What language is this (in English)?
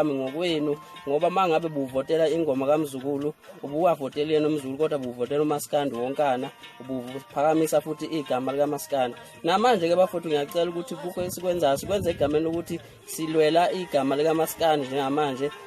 Zulu